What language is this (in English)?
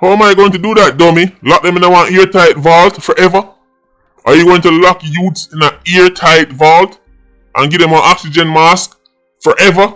Jamaican Creole English